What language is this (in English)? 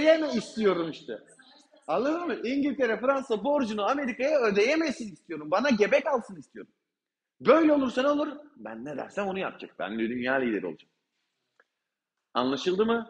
Turkish